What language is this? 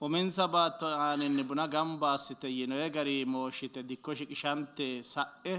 Sidamo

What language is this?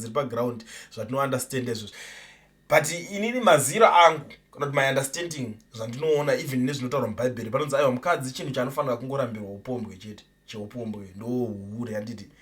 Shona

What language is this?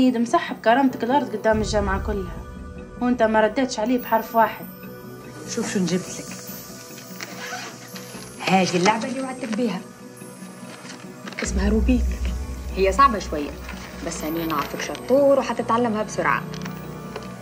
Libyan Arabic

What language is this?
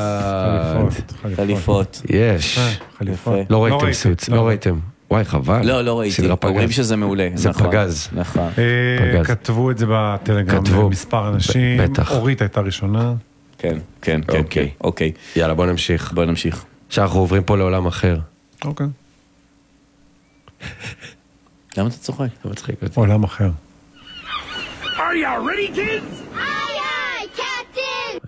Hebrew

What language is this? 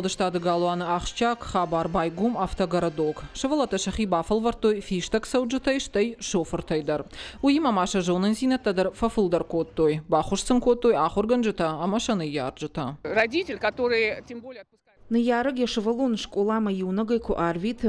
Ossetic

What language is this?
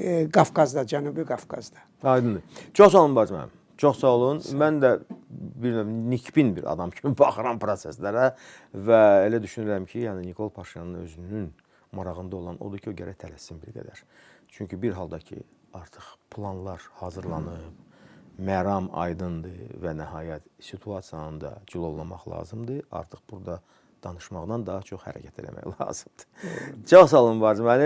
Azerbaijani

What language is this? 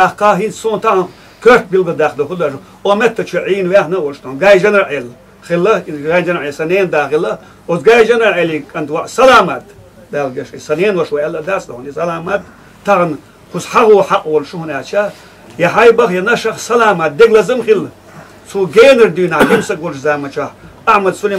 Chechen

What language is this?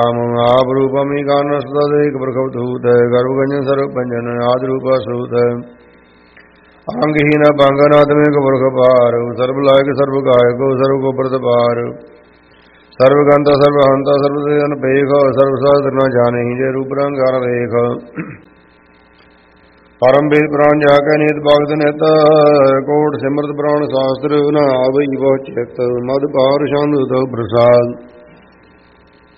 Punjabi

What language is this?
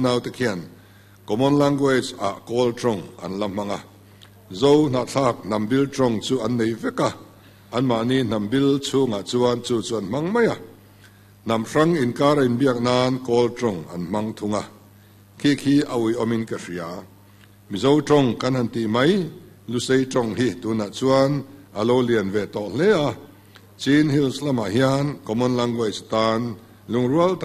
Mizo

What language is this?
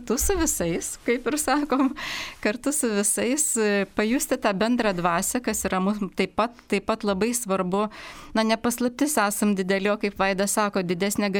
Lithuanian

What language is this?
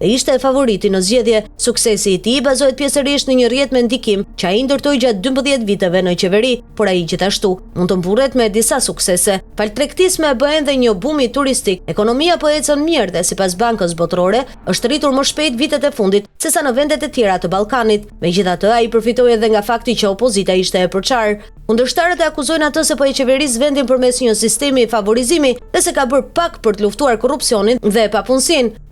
Albanian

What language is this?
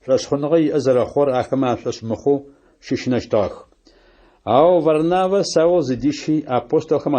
Adyghe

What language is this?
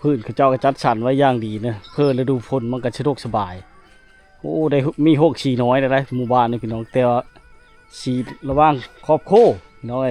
Lao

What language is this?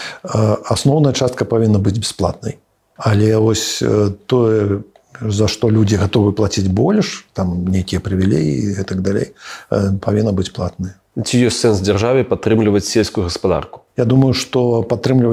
Belarusian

